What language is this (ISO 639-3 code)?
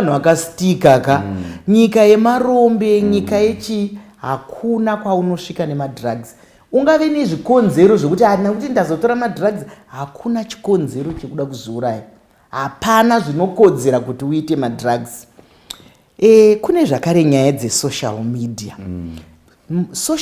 sna